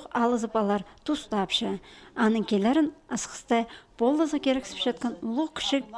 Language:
Khakas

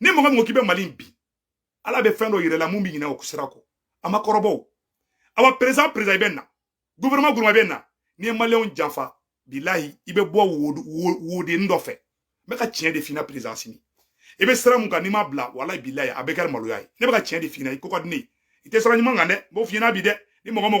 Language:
Bambara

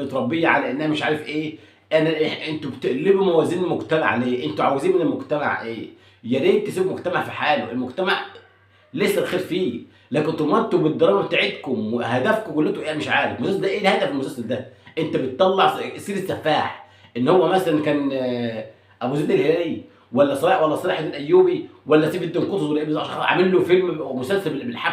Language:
Egyptian Arabic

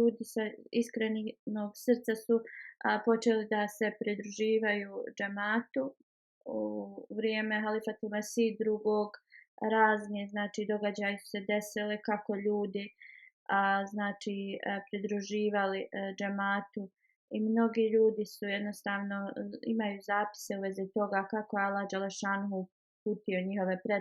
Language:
Bosnian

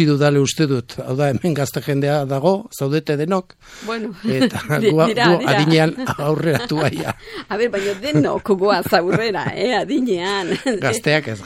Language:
Basque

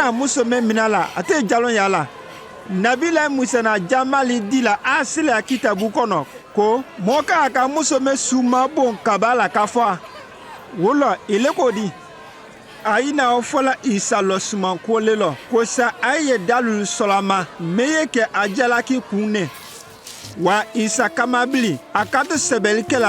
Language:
Konyanka Maninka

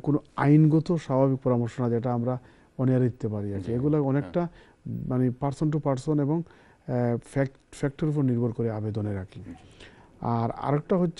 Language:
Bangla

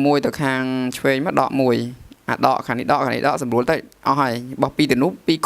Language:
Khmer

